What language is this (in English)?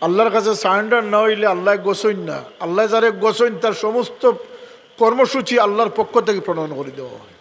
Sylheti